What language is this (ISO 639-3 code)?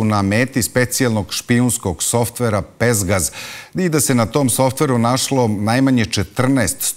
srp